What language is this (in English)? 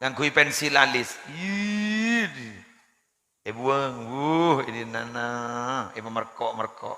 Madurese